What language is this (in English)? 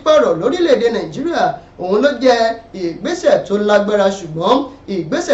Yoruba